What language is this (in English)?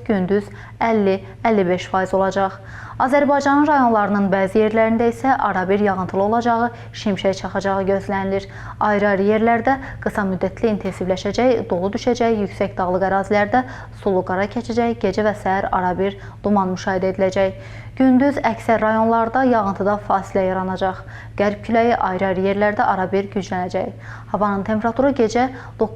Azerbaijani